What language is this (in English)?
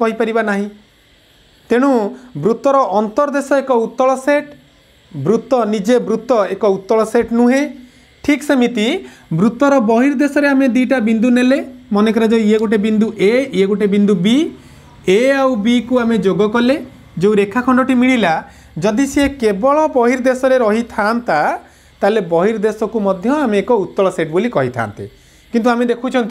Odia